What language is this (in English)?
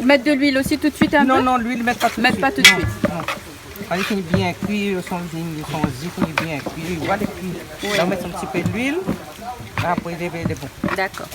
Réunion Creole French